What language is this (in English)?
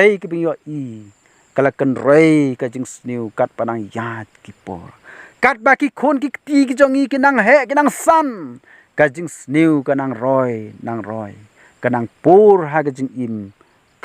Khasi